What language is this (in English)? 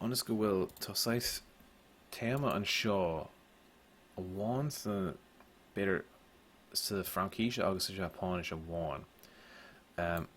Irish